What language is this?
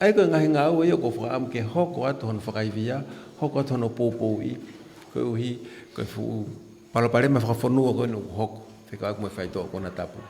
Tongan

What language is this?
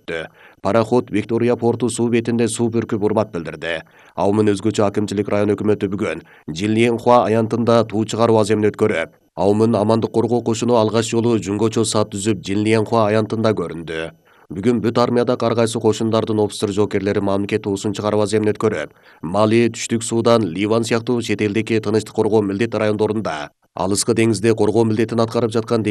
Kyrgyz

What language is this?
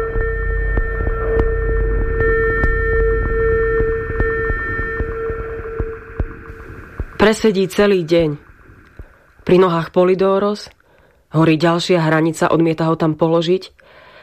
Slovak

